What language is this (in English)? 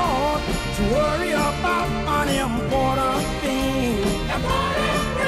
English